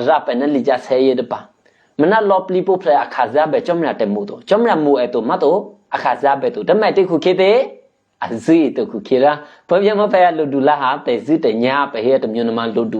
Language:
Eastern Kayah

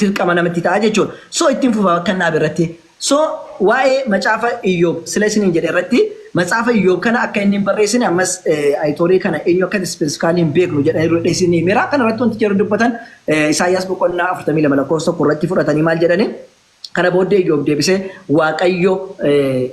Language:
Oromo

